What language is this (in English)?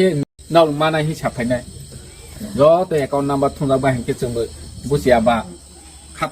Kok Borok